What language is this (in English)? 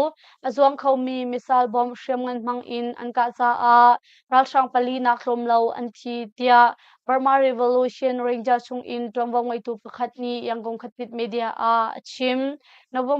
Hakha Chin